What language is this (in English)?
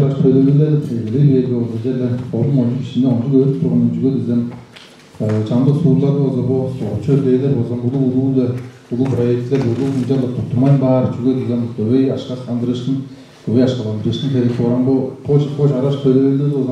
Tuvinian